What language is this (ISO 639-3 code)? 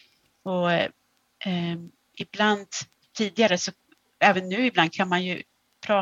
swe